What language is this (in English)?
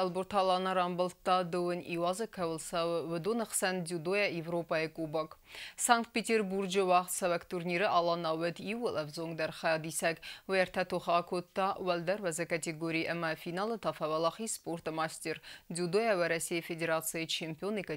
Ossetic